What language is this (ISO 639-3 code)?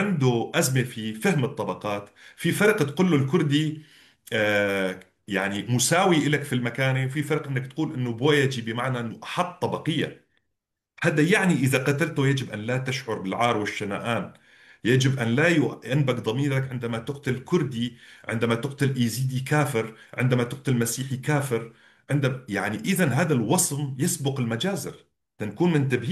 apc